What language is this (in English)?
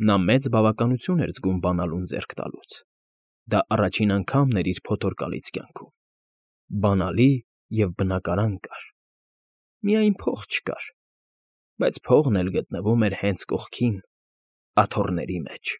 Armenian